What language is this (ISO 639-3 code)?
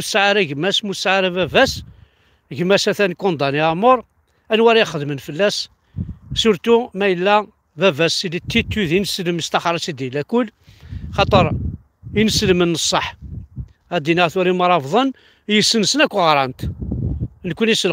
kab